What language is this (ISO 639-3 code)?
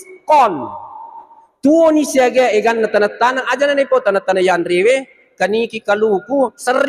bug